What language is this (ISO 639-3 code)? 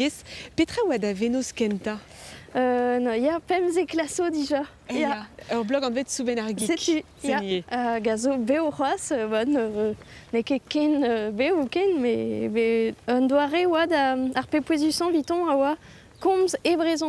bre